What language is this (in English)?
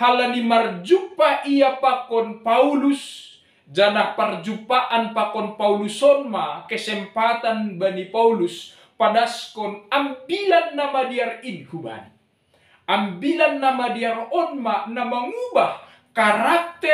Batak Simalungun